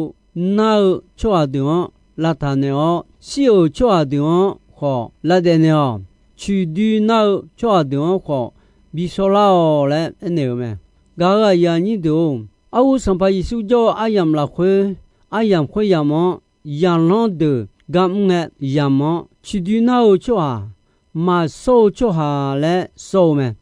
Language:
Akha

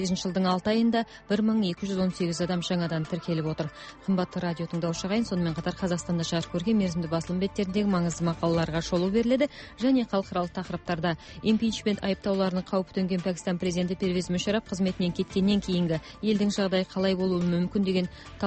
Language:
Kazakh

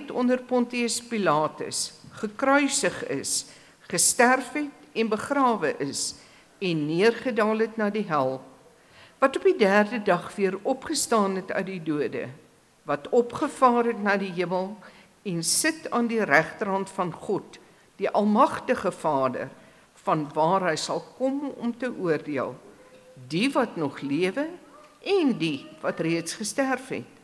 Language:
Afrikaans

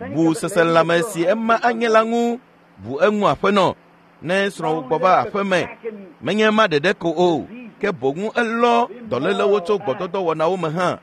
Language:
Ewe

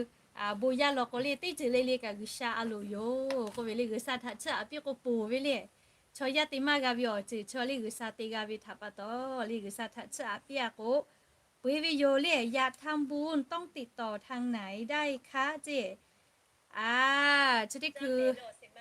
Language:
Lahu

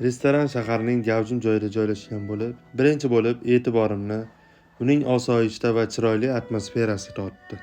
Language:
Uzbek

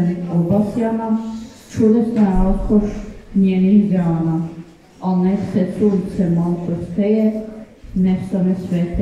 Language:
Croatian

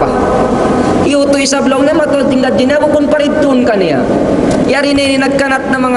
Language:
Tausug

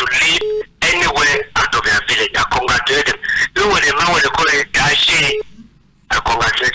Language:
Cameroon Pidgin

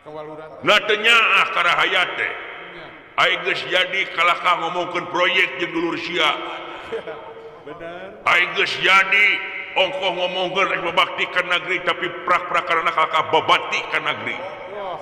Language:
Sundanese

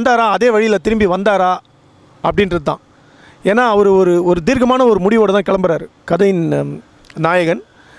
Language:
Tamil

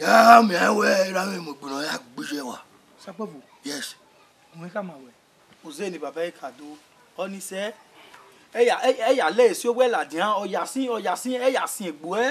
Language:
Bini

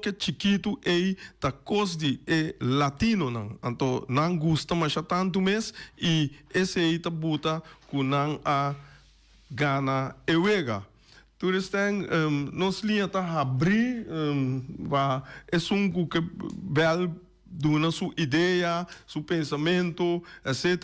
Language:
Papiamento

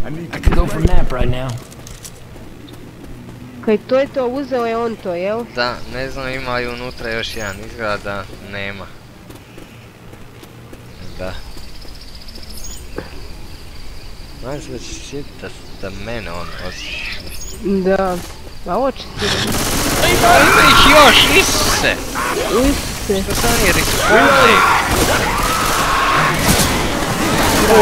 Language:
Croatian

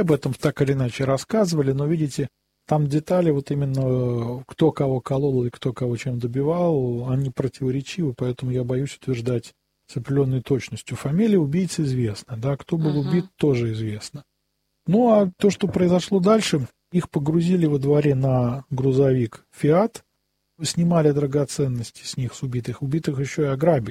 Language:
Russian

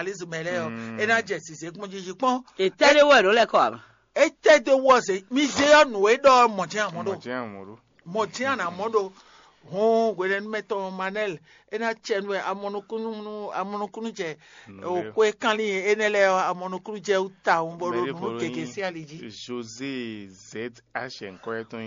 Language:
Fon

